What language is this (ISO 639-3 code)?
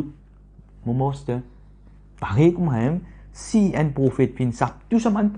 mfe